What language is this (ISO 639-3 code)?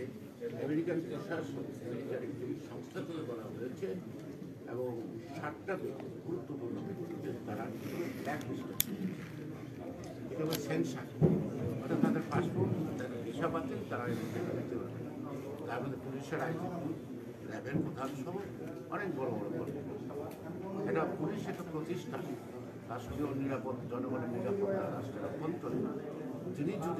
ben